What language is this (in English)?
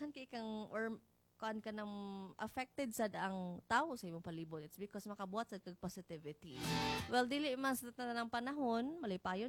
Cebuano